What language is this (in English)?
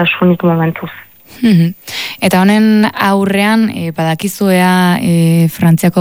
Basque